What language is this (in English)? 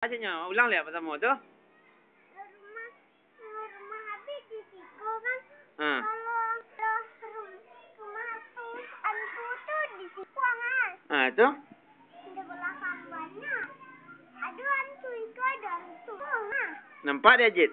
Minangkabau